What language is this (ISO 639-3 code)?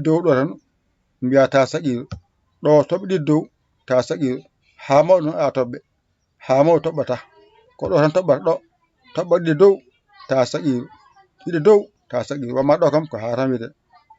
ful